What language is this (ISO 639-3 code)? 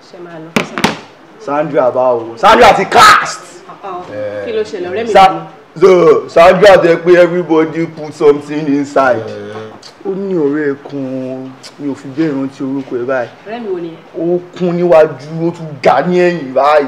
yor